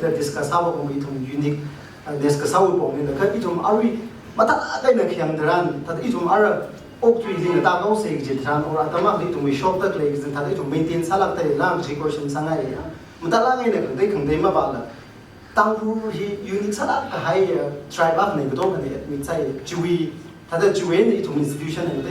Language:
Tangkhul Naga (India)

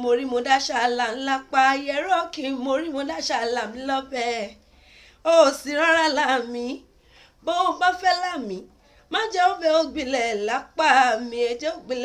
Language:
Yoruba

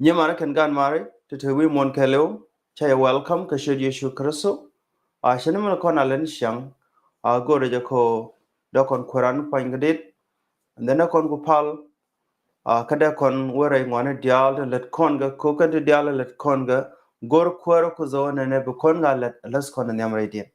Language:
Nuer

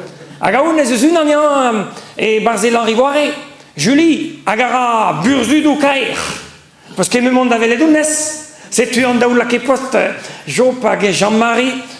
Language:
Breton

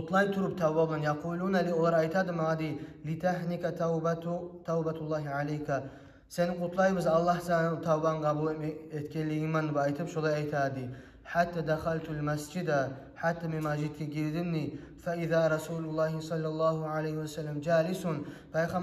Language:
Kumyk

